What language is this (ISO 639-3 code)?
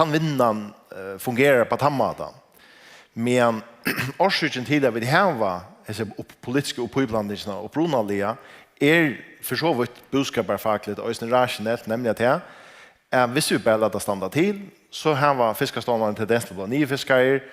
fao